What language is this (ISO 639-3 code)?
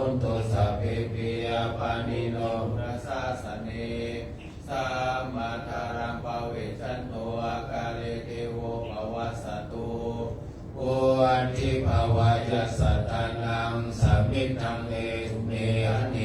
pli